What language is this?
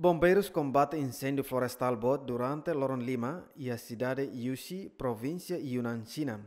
Tetum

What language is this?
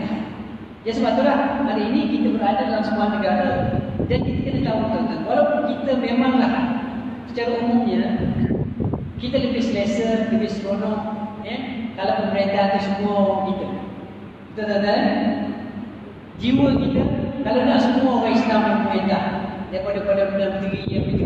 Malay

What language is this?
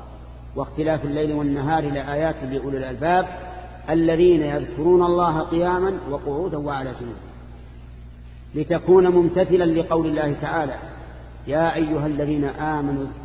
Arabic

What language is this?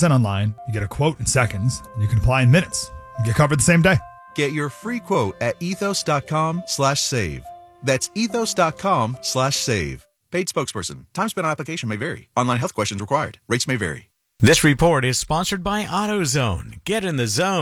English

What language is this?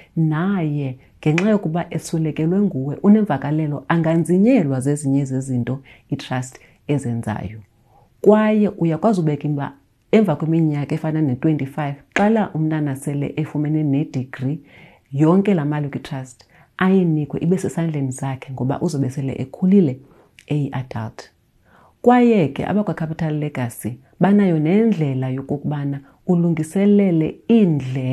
Xhosa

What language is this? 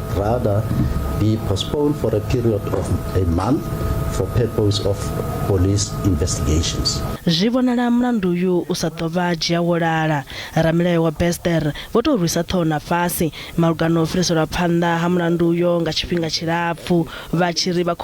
Venda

